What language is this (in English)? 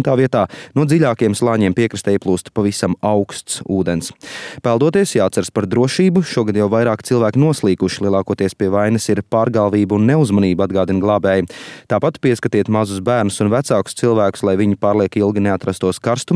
Latvian